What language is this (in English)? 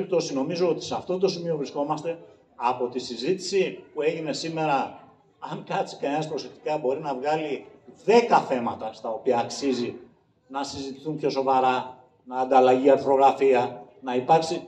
Greek